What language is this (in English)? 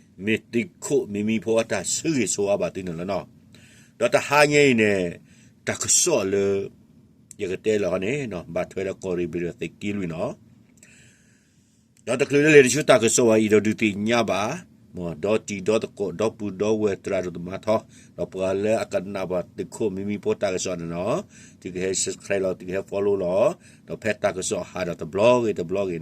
S'gaw Karen